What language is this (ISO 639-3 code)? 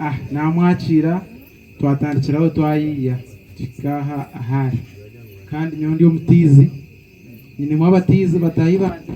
nyn